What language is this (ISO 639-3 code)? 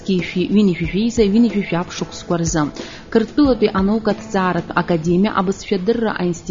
abk